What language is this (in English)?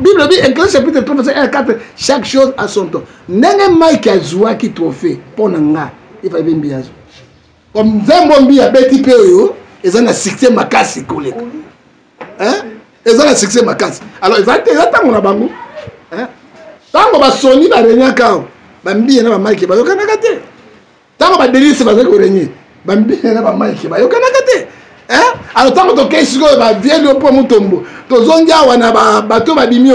Lingala